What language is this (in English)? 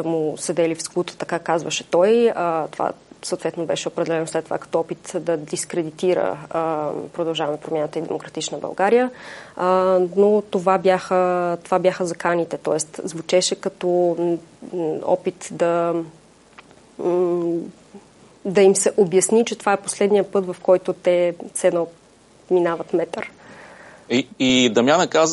Bulgarian